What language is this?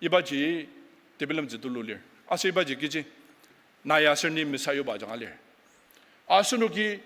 Ao Naga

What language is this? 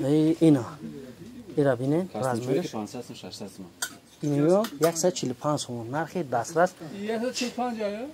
Tajik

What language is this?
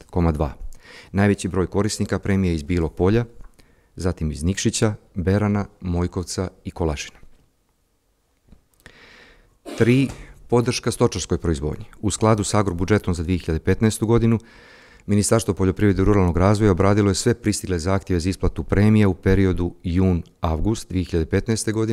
Serbian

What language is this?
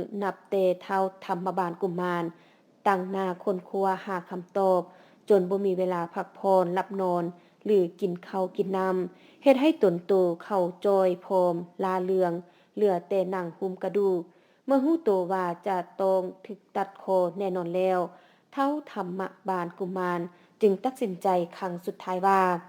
Lao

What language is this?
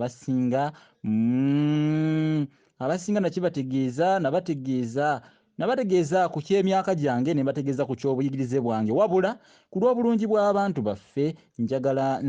Ganda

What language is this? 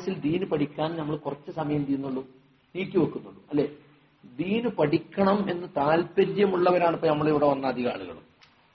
Malayalam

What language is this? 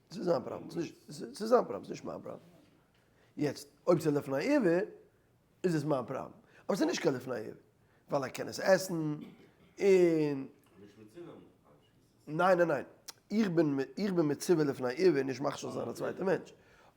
Yiddish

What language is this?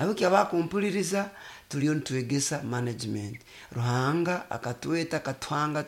Nyoro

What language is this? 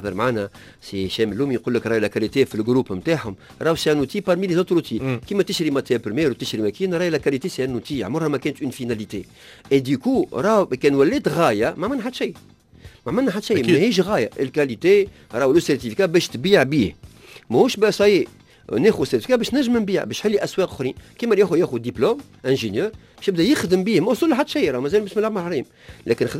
Tunisian Arabic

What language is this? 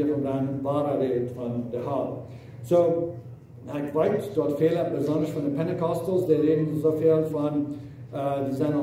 Plautdietsch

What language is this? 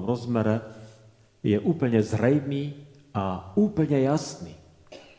Slovak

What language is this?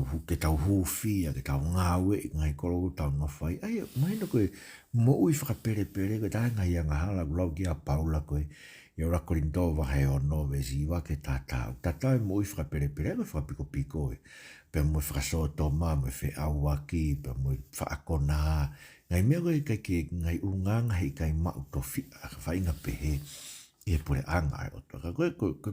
Tongan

